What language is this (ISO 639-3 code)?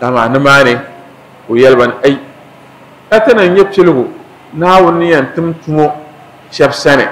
dag